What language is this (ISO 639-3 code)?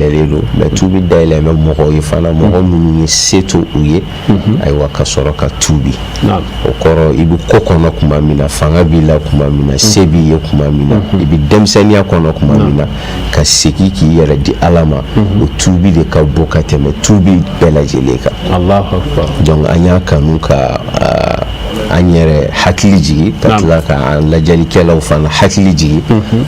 bam